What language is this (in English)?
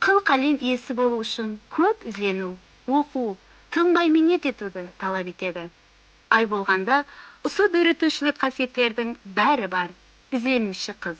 Kara-Kalpak